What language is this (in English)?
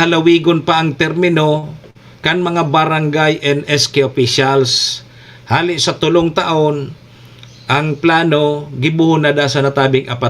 Bikol